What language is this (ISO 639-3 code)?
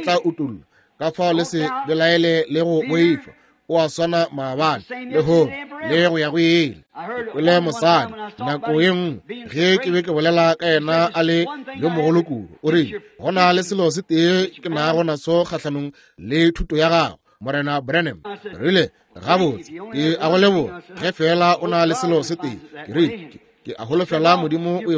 nso